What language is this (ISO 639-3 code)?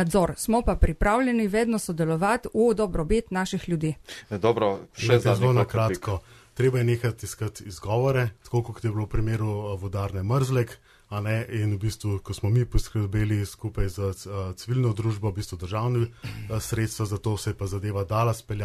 slv